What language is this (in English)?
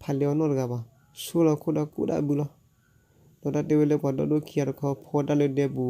S'gaw Karen